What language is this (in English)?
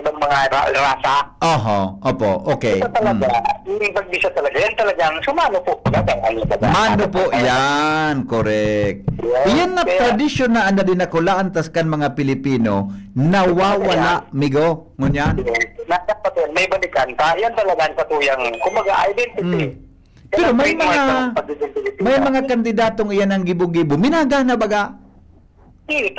Bikol